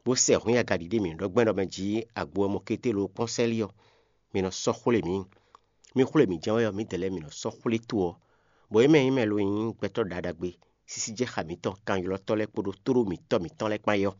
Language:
Fon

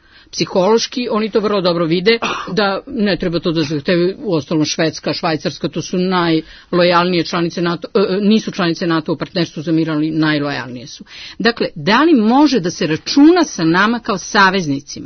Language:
Serbian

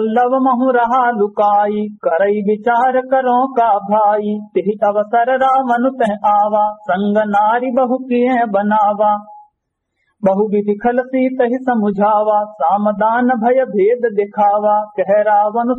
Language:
Awadhi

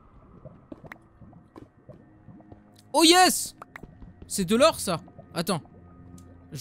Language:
French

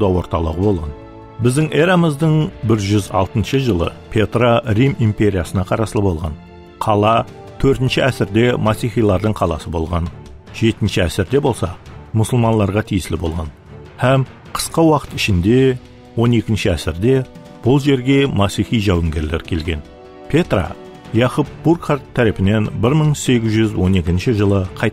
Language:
Kara-Kalpak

